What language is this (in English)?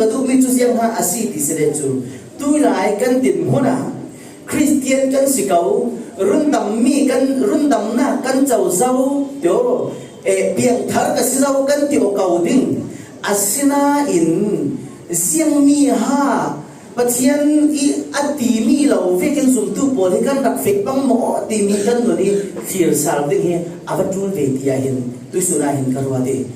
Falam Chin